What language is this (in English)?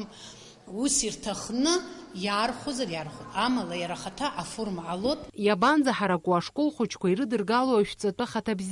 Abkhazian